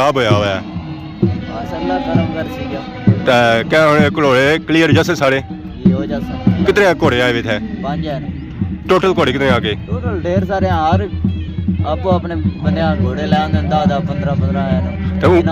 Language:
Pahari-Potwari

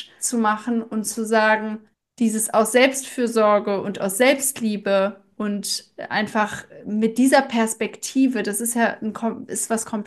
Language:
German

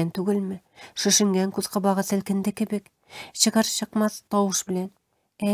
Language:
Tatar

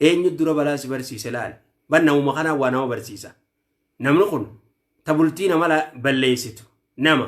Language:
Oromo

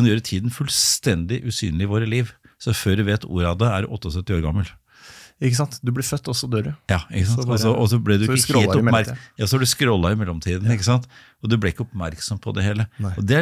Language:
Norwegian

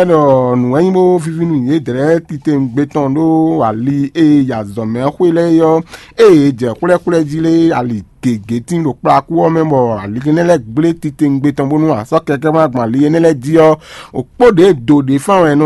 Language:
Fon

